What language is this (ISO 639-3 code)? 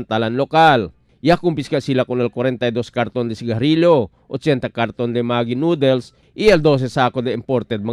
cbk